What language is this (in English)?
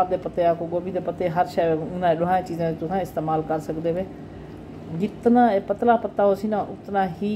Saraiki